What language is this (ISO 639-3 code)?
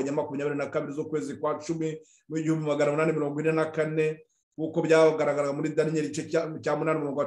kin